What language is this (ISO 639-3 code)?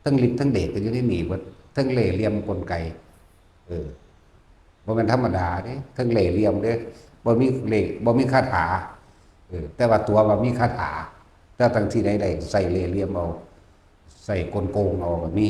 tts